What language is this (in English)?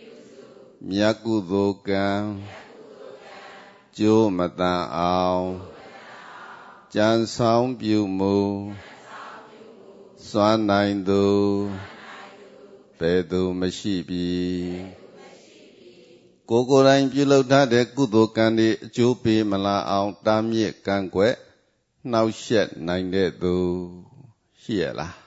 Burmese